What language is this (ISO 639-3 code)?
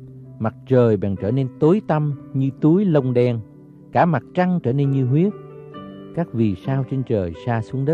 vie